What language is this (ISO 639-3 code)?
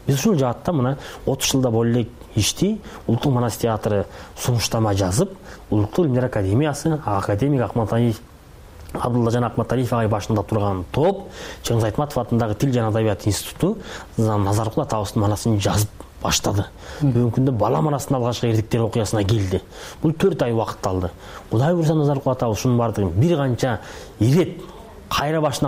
kir